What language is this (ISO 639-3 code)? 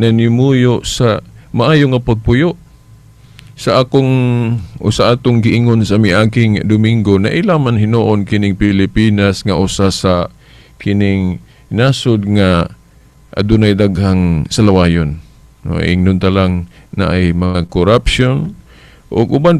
ceb